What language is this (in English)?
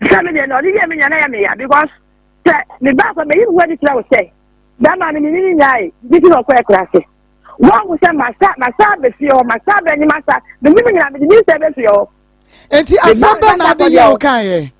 Akan